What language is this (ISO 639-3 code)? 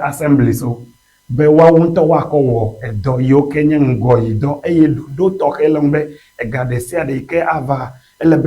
ewe